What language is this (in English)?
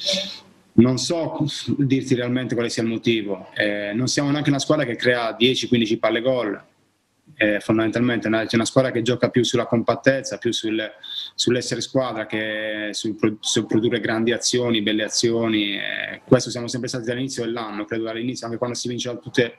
Italian